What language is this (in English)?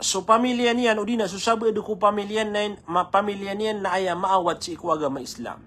Maranao